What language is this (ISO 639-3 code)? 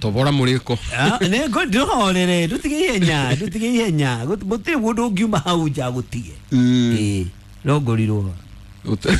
kik